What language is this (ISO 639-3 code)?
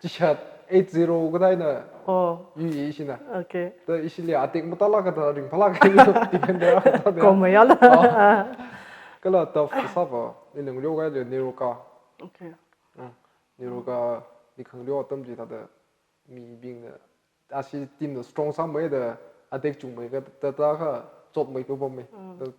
nmf